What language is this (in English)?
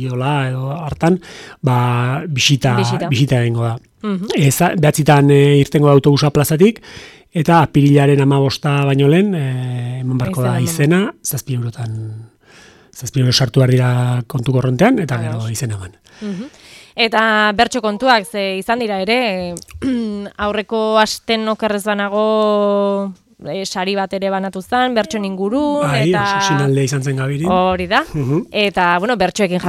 Basque